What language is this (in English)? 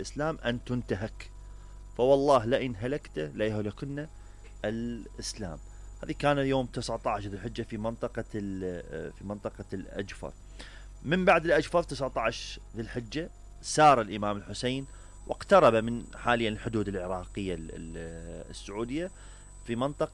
Mesopotamian Arabic